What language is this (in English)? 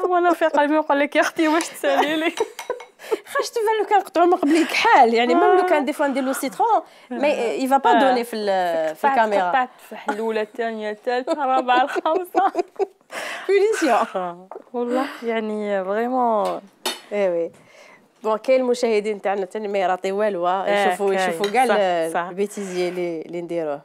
Algerian Arabic